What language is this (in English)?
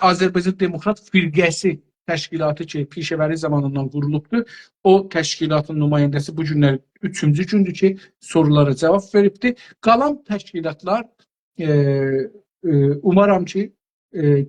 South Azerbaijani